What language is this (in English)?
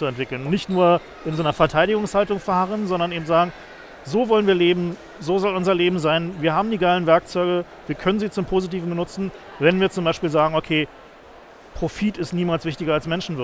German